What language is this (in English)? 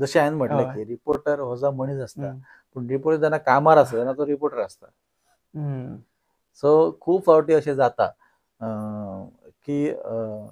Konkani